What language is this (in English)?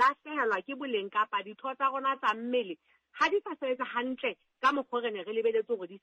Southern Sotho